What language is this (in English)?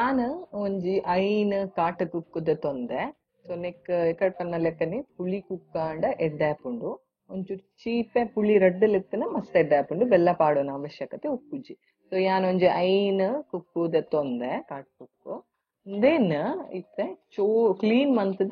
Tulu